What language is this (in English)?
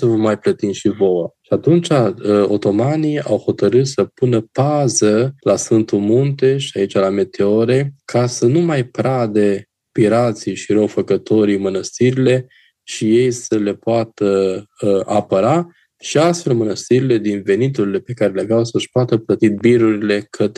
Romanian